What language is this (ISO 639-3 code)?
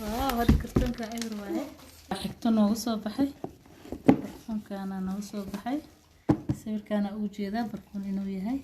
som